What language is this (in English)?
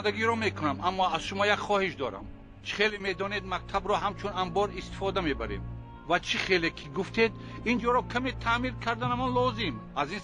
Tajik